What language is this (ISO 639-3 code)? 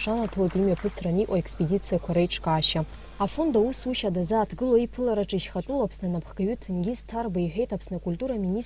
abk